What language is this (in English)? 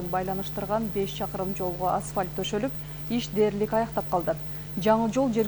Kyrgyz